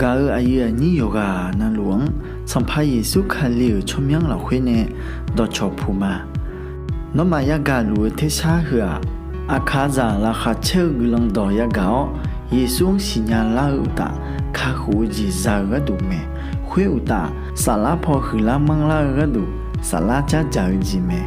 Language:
Akha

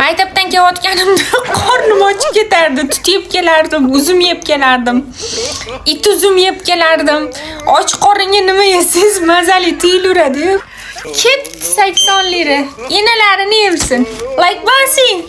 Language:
Uzbek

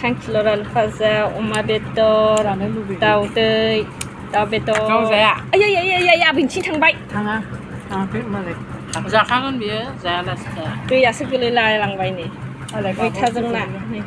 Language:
Bodo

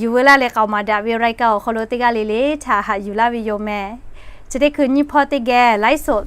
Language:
Lahu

